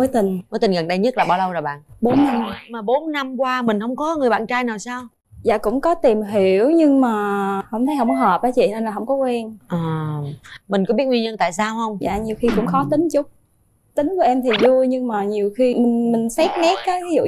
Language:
Vietnamese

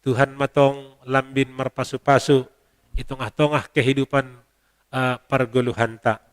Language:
Batak Simalungun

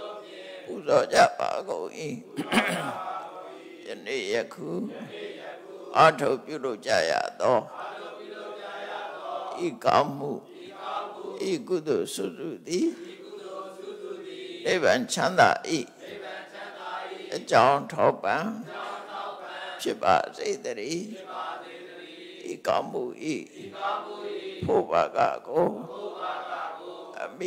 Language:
Burmese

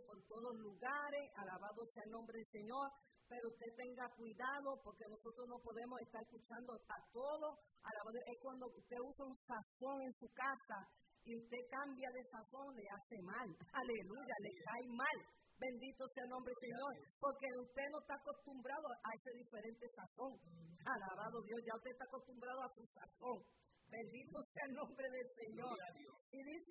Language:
Spanish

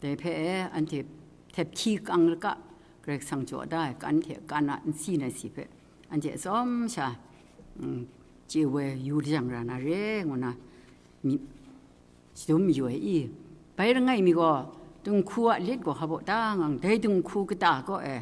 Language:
Kachin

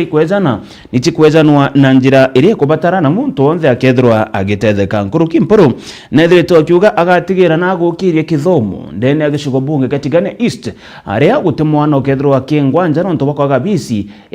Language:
Meru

